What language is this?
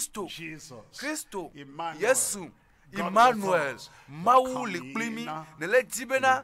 Ewe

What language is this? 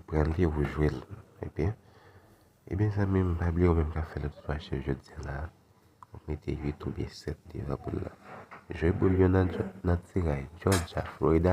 Haitian Creole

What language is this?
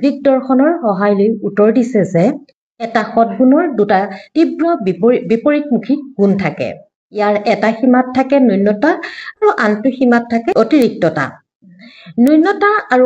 Assamese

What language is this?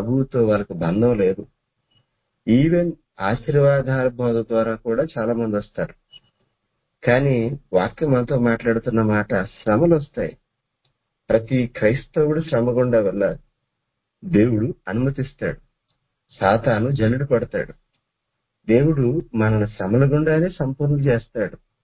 Telugu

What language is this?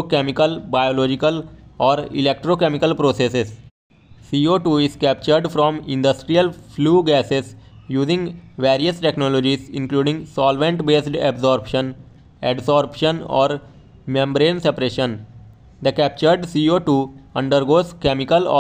English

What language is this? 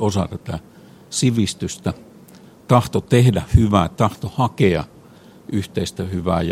Finnish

